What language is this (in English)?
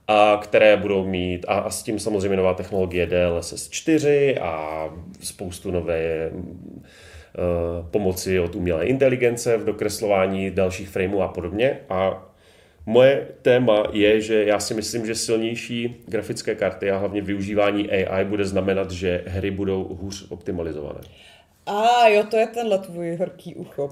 Czech